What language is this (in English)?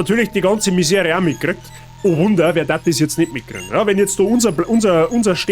Bavarian